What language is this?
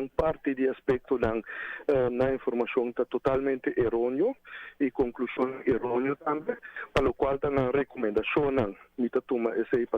Papiamento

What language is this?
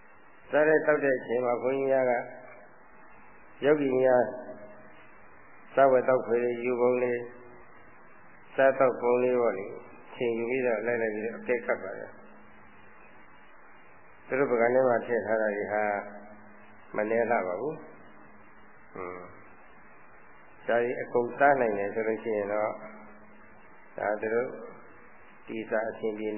Burmese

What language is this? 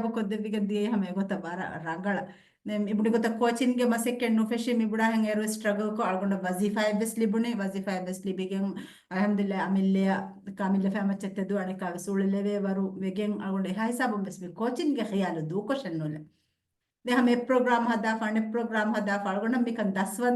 Divehi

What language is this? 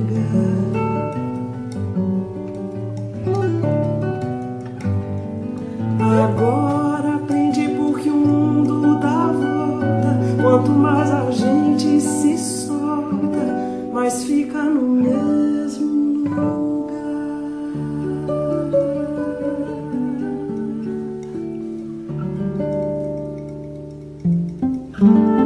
Portuguese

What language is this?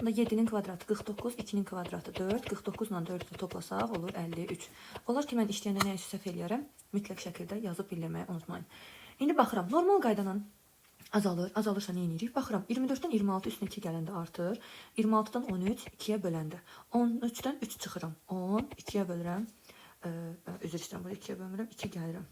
Azerbaijani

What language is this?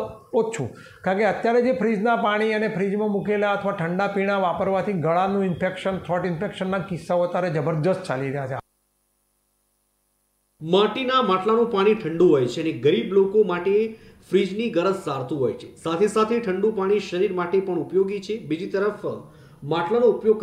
Gujarati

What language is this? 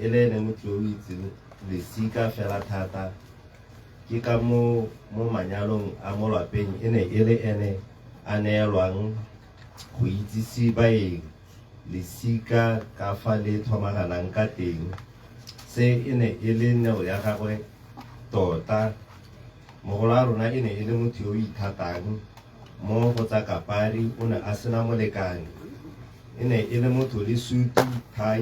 Tswana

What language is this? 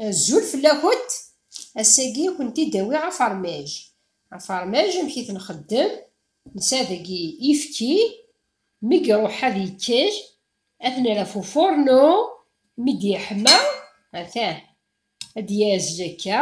Kabyle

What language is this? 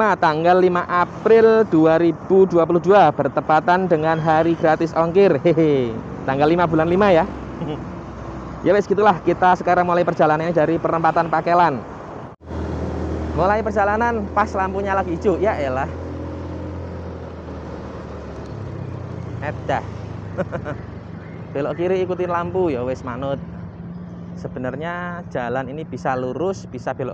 Indonesian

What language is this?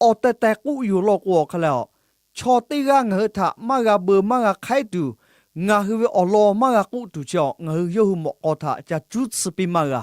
Lahu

